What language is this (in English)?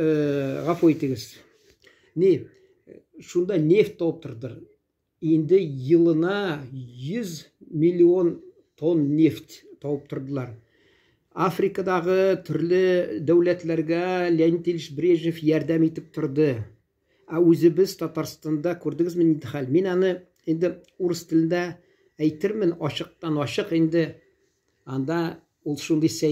Tatar